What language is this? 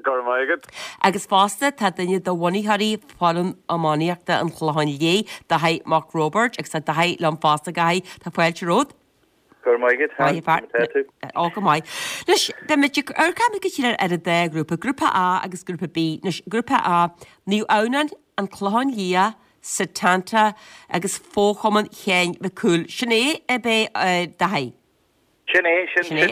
Irish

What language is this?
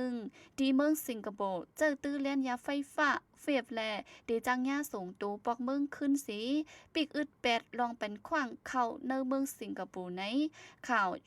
Shan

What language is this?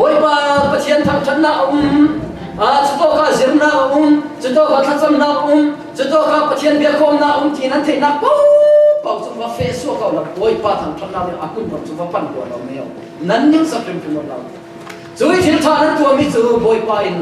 Falam Chin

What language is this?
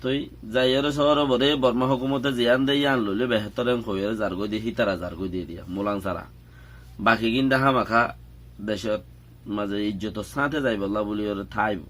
Rohingya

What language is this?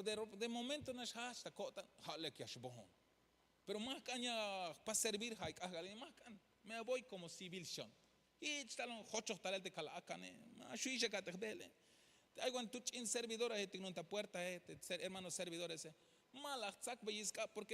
Tzeltal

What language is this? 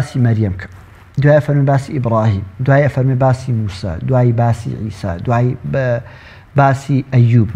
Central Kurdish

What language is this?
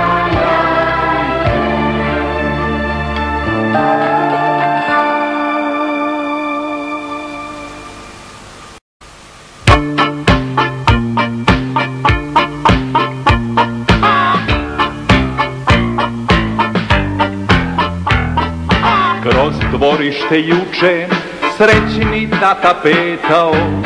Serbian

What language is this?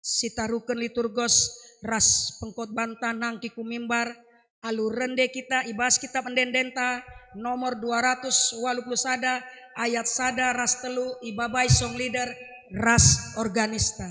Batak Karo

